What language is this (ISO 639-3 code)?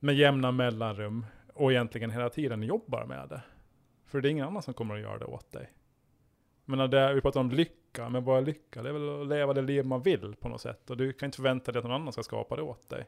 swe